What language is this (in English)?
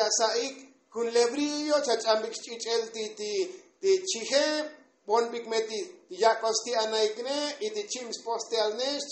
Tzotzil